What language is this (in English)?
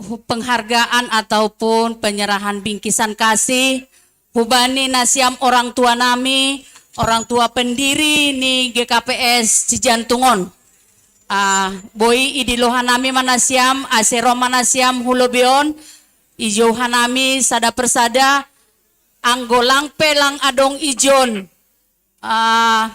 Batak Simalungun